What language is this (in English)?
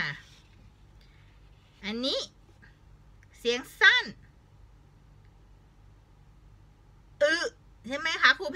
Thai